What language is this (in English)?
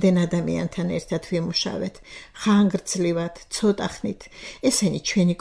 Georgian